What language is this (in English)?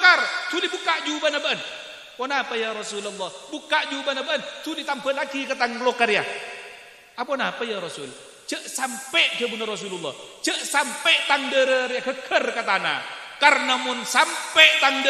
Madurese